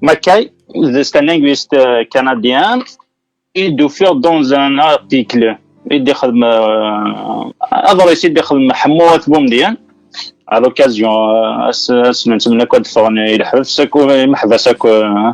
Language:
Kabyle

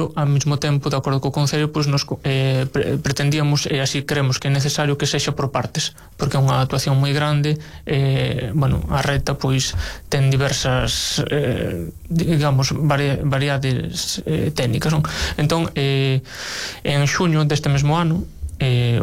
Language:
Galician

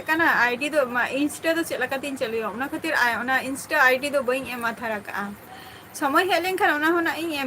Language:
Santali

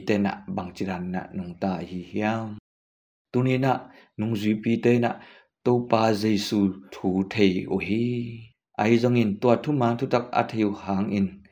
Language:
Tedim Chin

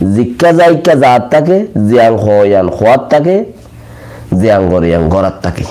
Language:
Rohingya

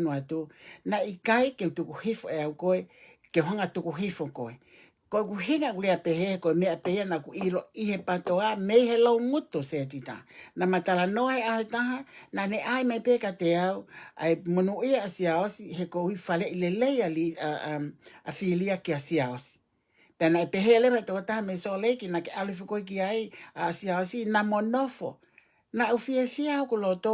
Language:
Tongan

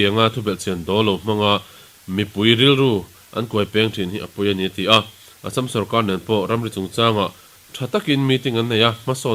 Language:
Mizo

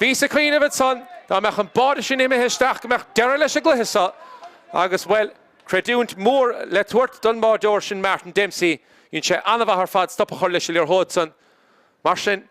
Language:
Irish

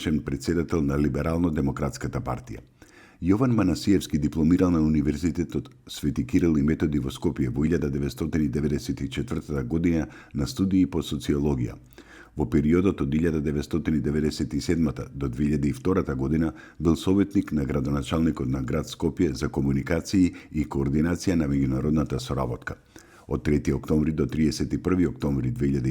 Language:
Macedonian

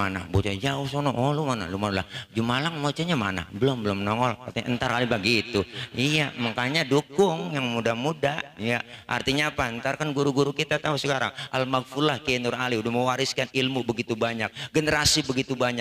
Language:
Betawi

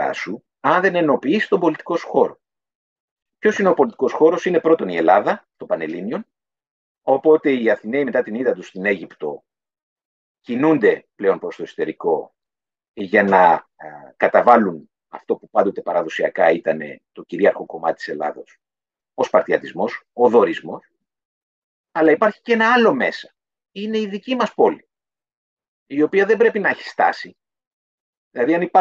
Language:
Greek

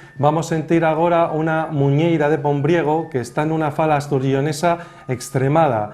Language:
Asturian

